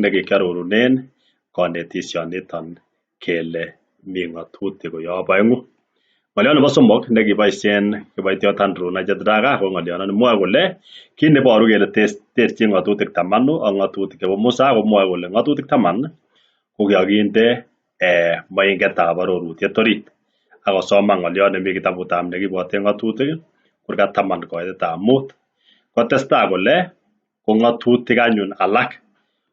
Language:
Kalenjin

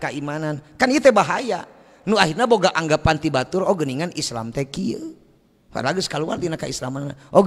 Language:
Sundanese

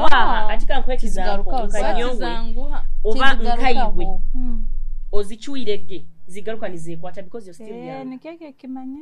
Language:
Nyoro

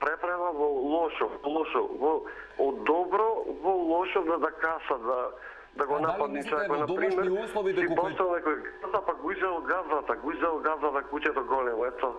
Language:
Macedonian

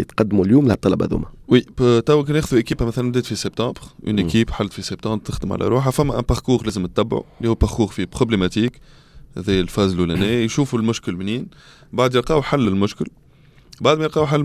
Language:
Tunisian Arabic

